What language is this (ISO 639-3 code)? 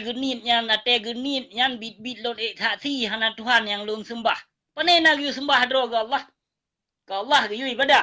ace